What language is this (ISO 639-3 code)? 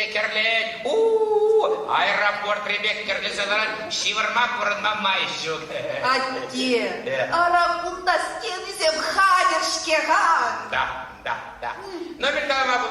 chv